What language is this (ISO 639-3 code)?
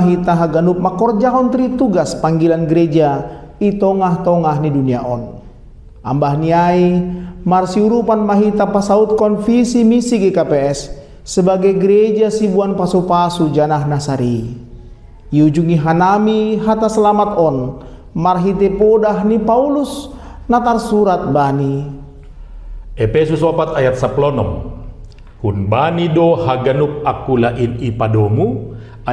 bts